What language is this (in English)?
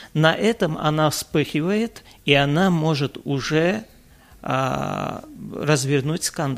Russian